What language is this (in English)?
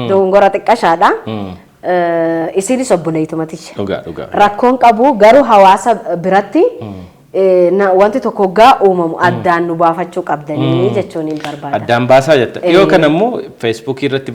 Oromo